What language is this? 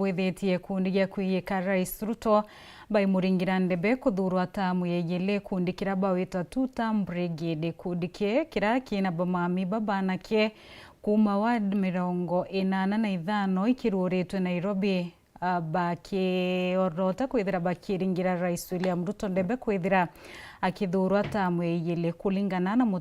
Meru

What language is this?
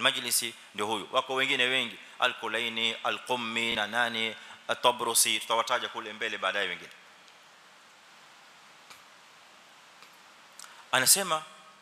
Swahili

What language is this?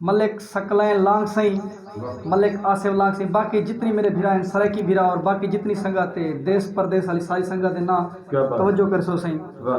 Saraiki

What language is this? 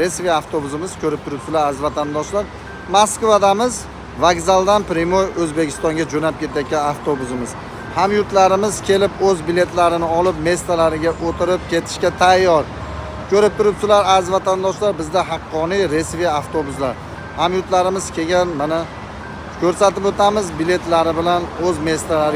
Uzbek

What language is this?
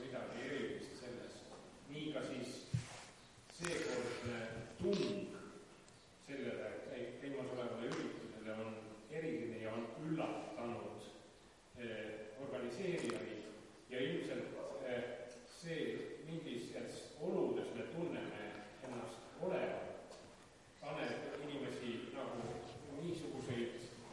Estonian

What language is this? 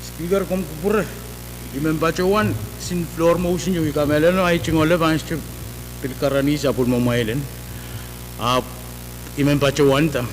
Pohnpeian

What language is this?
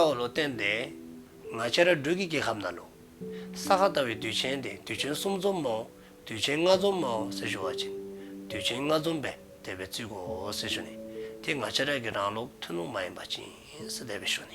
Dzongkha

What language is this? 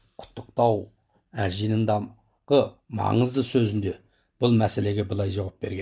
Kazakh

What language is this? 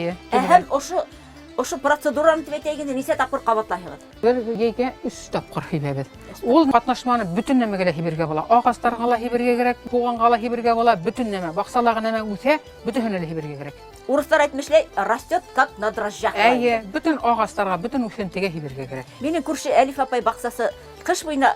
Bashkir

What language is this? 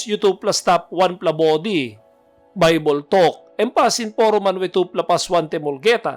Tok Pisin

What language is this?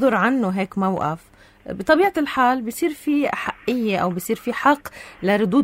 North Levantine Arabic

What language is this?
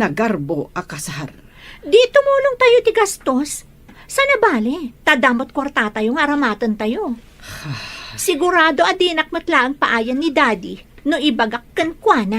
Iloko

